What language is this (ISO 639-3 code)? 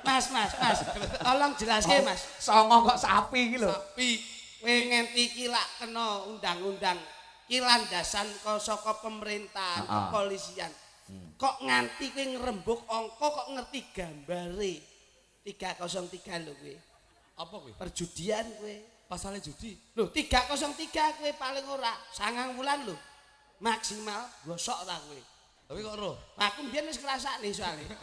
jav